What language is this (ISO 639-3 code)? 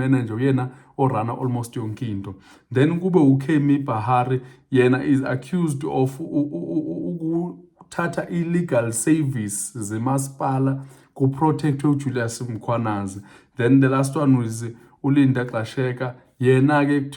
zul